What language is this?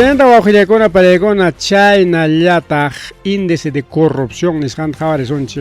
Ayacucho Quechua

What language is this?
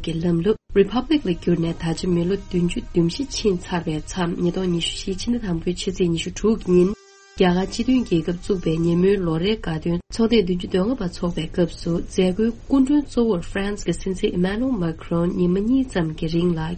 Tibetan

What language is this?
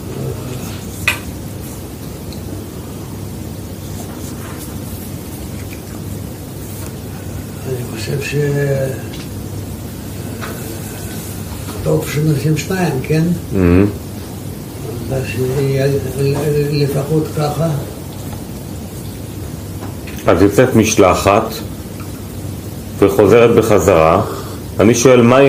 Hebrew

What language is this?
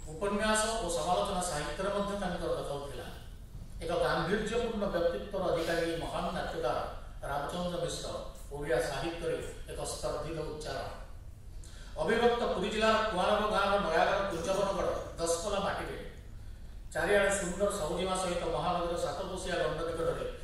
Odia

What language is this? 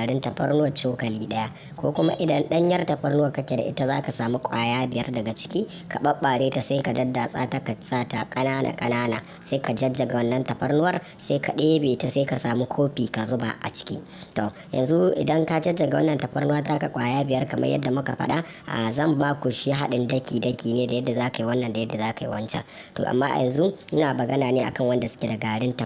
Hausa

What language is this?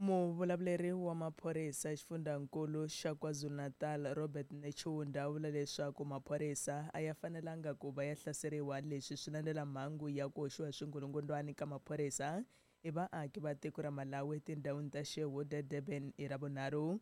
Tsonga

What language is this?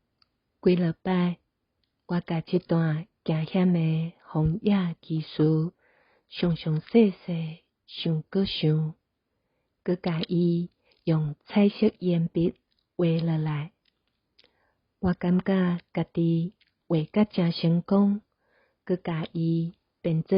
Min Nan Chinese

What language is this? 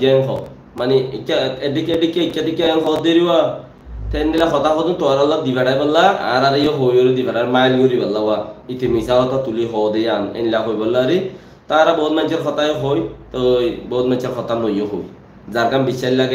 Rohingya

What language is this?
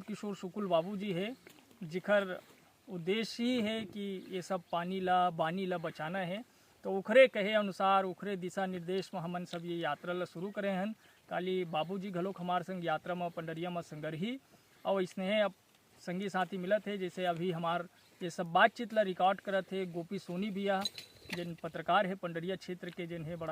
Chhattisgarhi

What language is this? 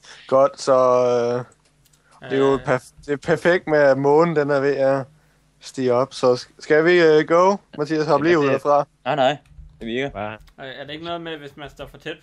Danish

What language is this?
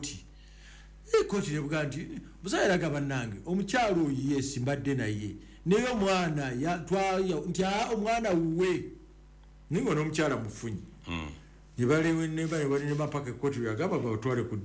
Ganda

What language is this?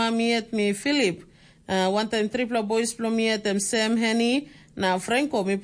Tok Pisin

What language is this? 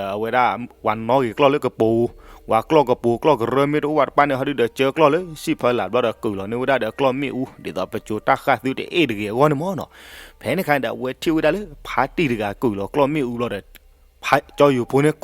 S'gaw Karen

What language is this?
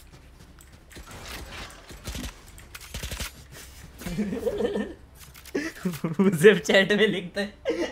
Hindi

